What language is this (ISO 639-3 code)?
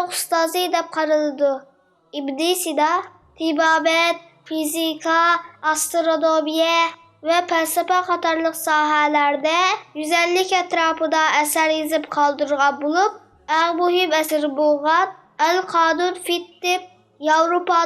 uig